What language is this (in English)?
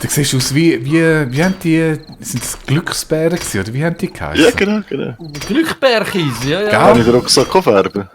Swiss German